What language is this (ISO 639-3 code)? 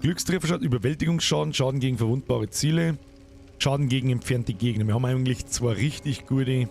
bar